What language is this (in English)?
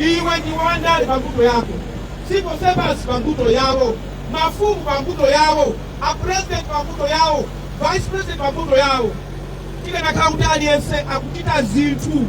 Nyanja